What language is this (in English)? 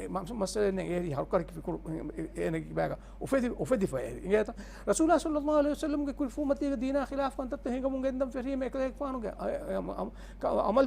Divehi